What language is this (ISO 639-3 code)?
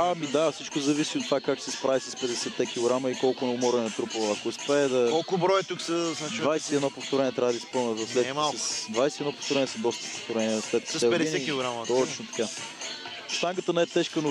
bul